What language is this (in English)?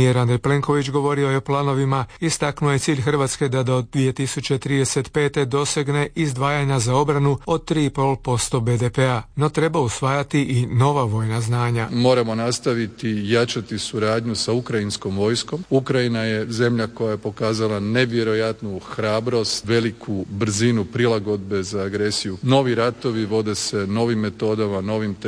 Croatian